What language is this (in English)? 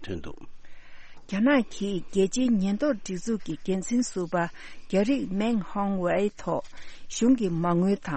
Tibetan